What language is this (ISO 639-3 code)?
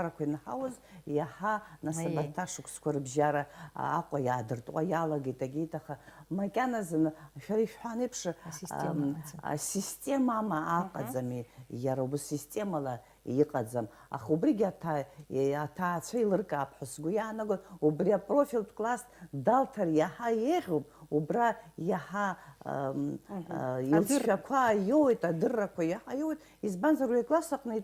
abk